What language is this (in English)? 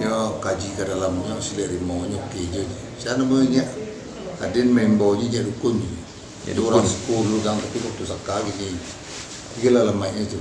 Minangkabau